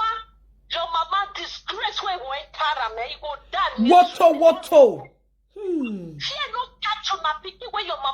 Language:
Nigerian Pidgin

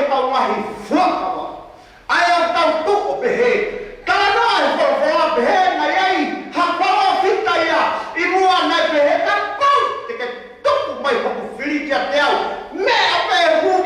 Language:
Tongan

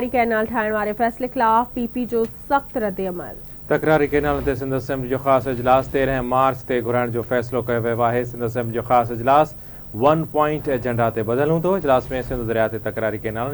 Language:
Sindhi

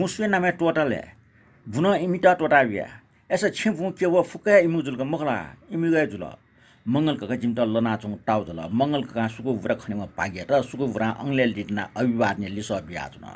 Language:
Newari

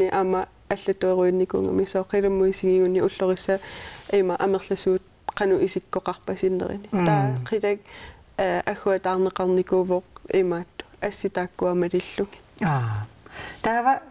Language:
Kalaallisut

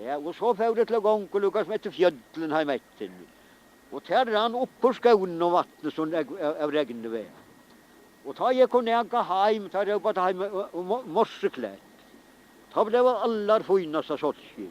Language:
Faroese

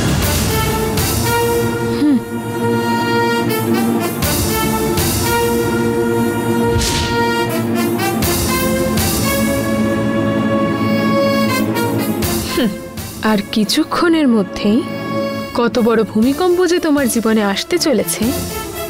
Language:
Bangla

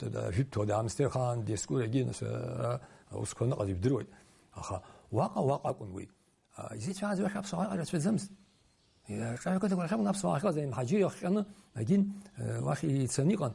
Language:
Abkhazian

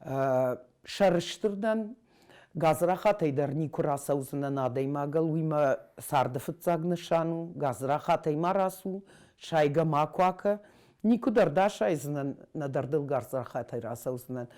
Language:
Ossetic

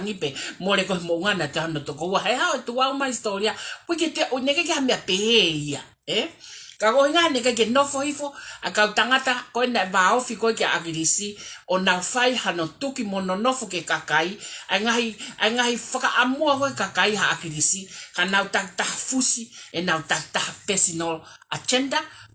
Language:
Tongan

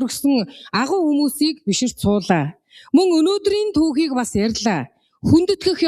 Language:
Mongolian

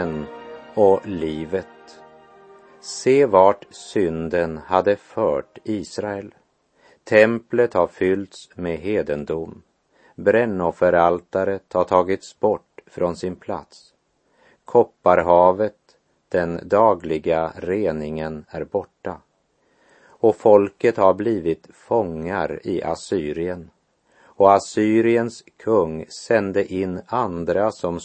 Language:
Swedish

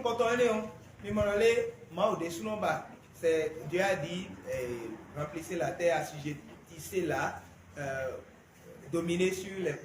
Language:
Fon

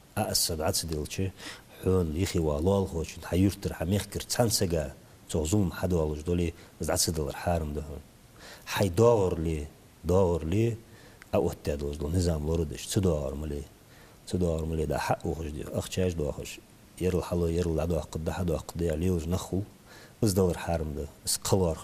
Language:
Ingush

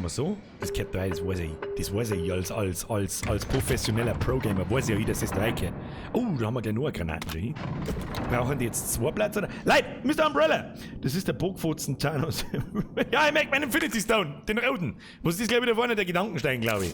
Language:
Bavarian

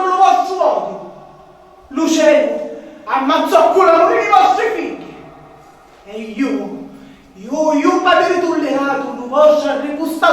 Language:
Sicilian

